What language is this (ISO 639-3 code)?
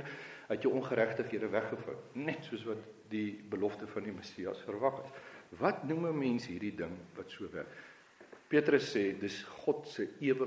afr